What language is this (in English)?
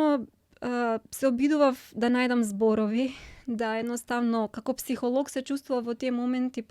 Macedonian